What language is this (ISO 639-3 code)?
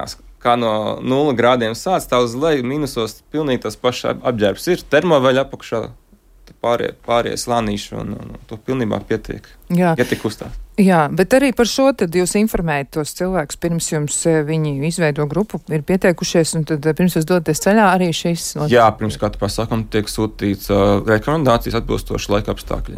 lav